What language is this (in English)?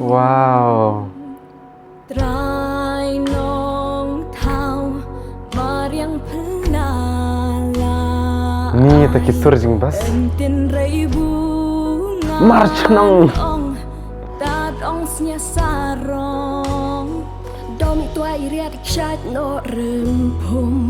Khasi